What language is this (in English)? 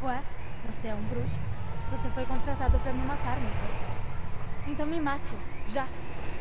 Portuguese